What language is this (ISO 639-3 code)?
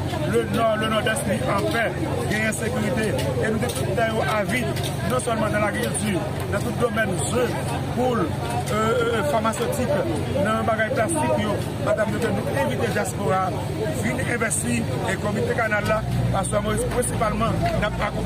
hat